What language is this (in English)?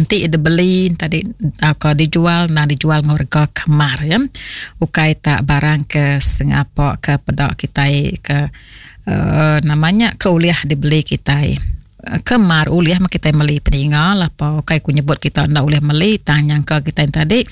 Iban